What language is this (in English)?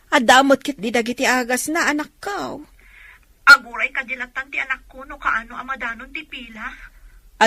Iloko